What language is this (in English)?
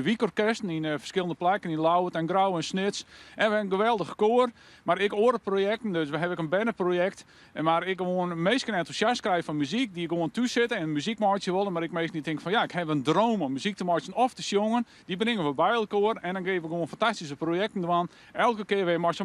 Western Frisian